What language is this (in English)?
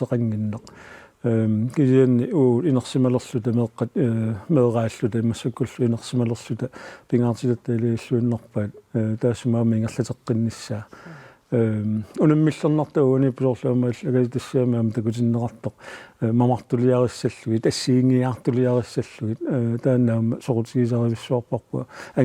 Kalaallisut